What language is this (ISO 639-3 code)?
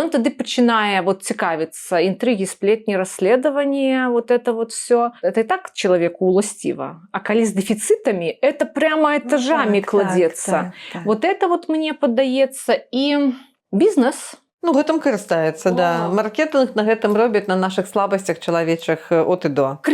bel